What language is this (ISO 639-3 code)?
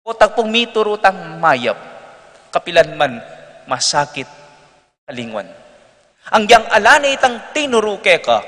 pam